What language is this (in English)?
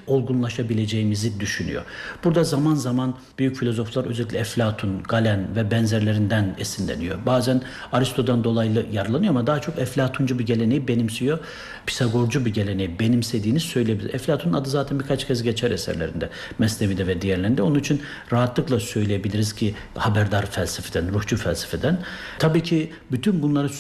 Turkish